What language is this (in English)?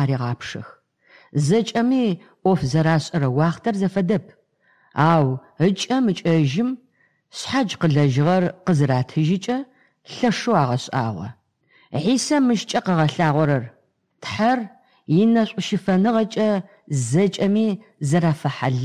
Adyghe